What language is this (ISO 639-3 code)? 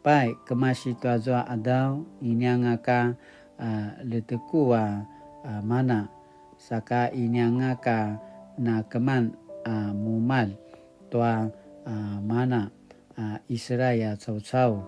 pwn